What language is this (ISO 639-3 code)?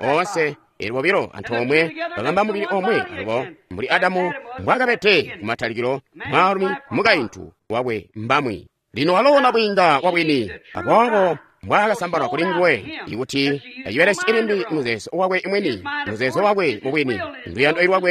toi